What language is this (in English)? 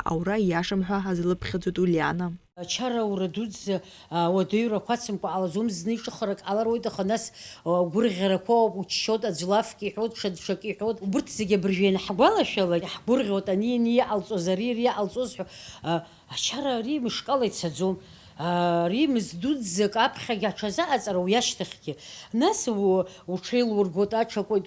Abkhazian